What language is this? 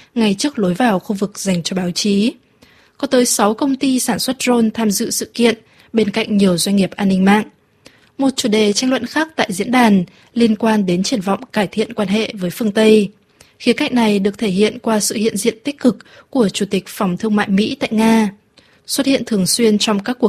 Vietnamese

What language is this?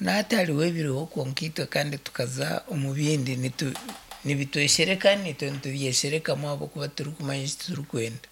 Nyankole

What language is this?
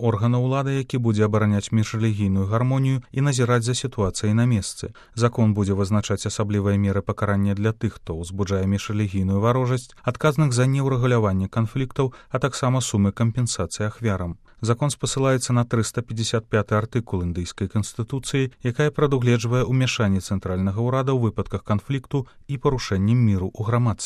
Belarusian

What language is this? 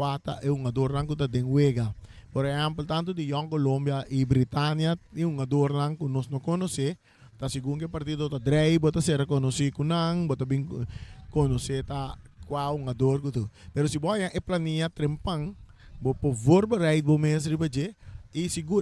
Papiamento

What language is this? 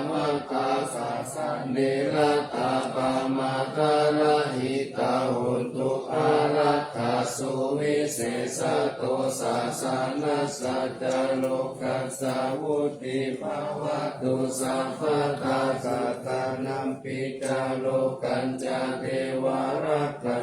Pali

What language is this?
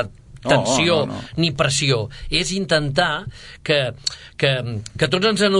Catalan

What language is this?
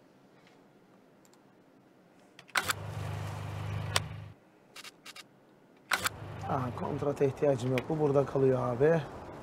Turkish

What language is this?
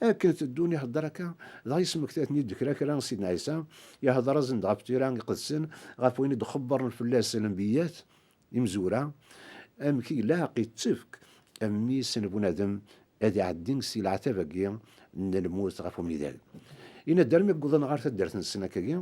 Kabyle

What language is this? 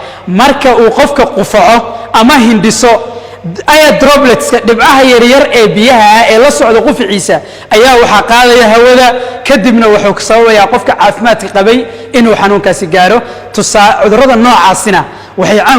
Somali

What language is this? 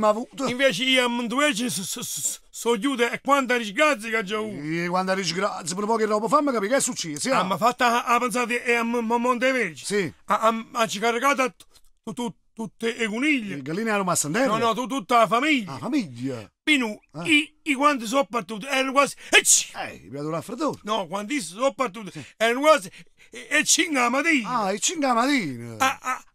Neapolitan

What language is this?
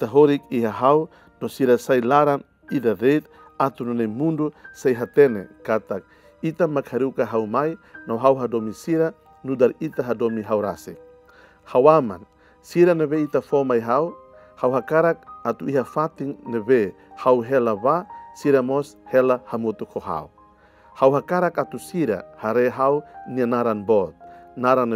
Tetum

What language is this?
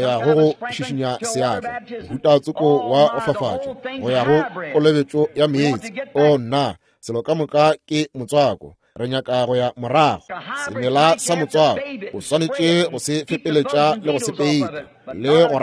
Northern Sotho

